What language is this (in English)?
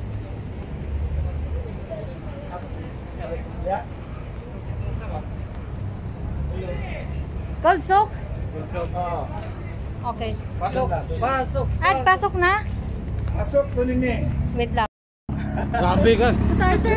Filipino